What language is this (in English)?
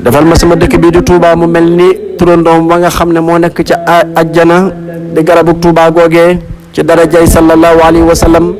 Wolof